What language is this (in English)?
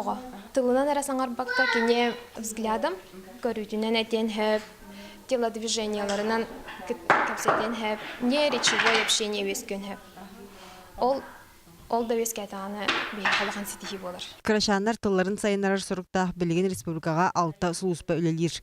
Yakut